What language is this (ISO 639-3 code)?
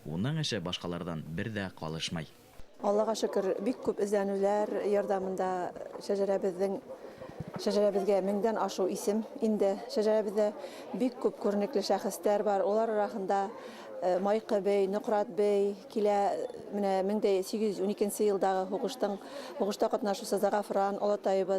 bak